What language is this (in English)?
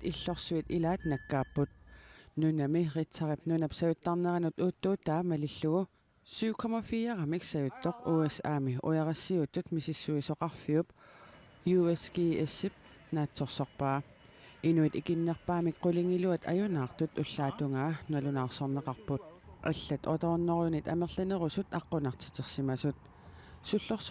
Kalaallisut